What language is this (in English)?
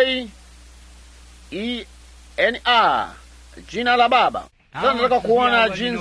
Swahili